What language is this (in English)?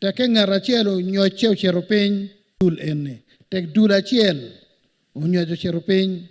Acoli